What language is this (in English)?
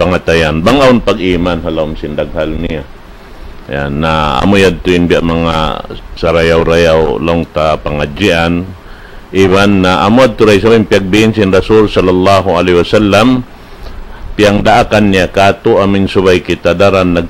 Tausug